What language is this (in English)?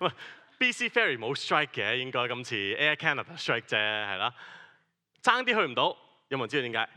Cantonese